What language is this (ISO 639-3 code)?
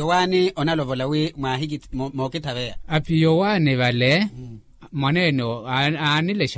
vmw